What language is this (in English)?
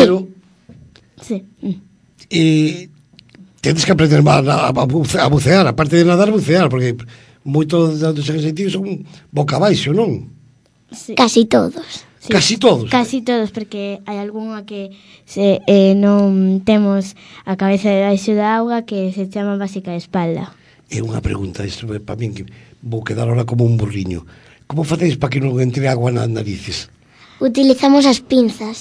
Galician